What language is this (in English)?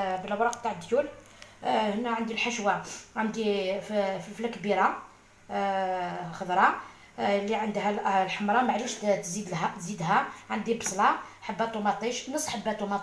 Algerian Arabic